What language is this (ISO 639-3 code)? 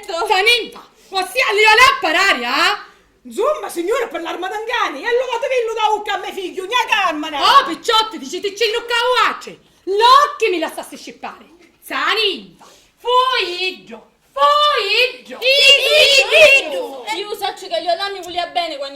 scn